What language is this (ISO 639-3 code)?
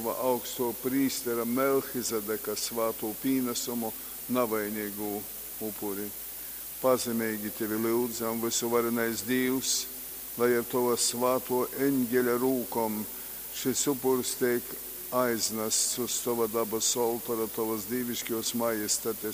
ltg